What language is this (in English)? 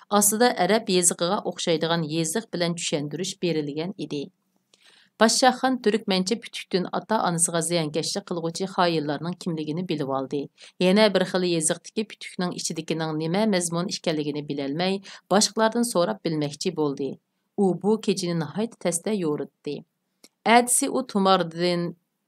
Uyghur